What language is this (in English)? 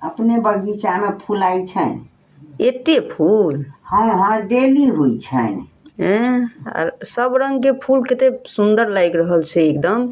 Maithili